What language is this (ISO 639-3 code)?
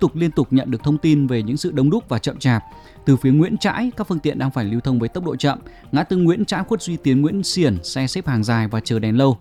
vie